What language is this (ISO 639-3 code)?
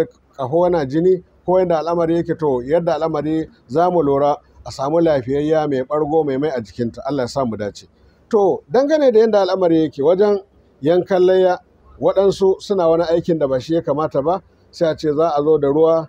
hau